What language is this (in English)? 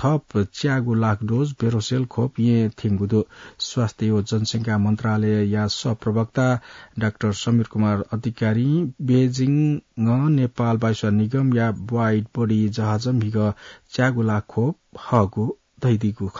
Newari